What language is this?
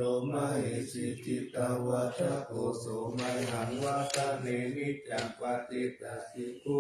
Pali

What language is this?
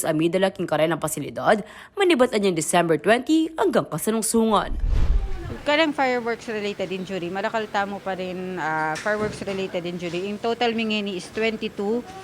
Pampanga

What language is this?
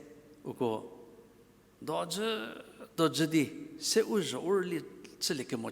Angami Naga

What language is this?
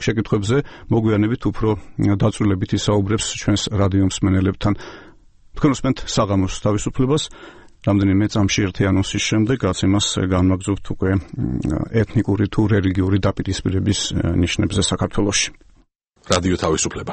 Georgian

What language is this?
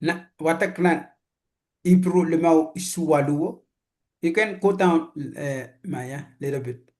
Pohnpeian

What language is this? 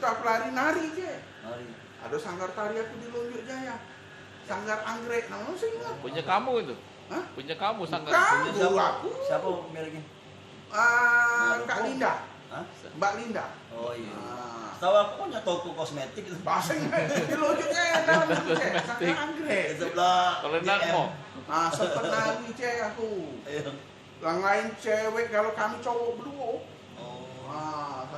Musi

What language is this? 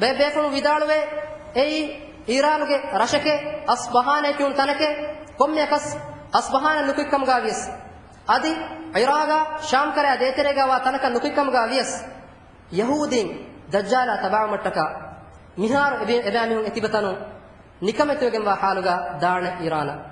Divehi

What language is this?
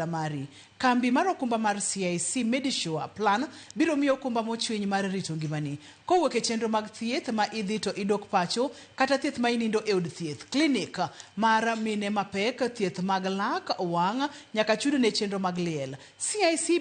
Luo (Kenya and Tanzania)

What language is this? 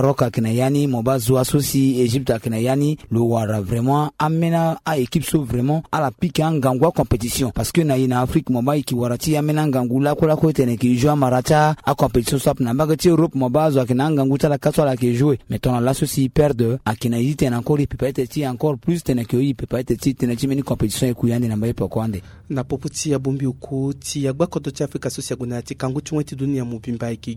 Sango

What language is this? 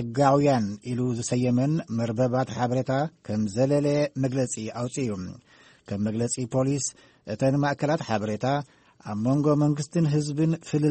Tigrinya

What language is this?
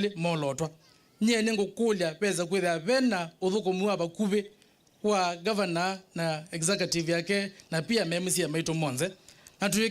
Kamba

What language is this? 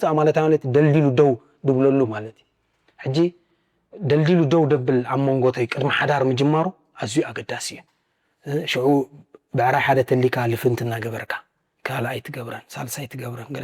Tigrinya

